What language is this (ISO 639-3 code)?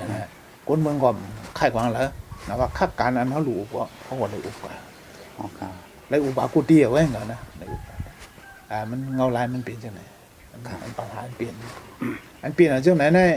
shn